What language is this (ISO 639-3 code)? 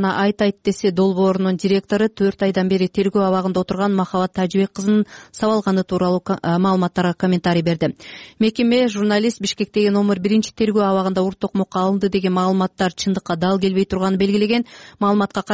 kir